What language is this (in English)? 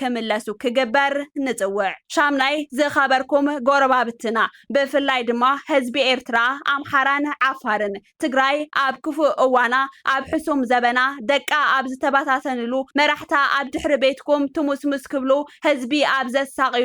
Tigrinya